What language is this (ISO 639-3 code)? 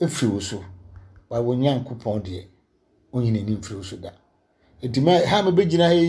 aka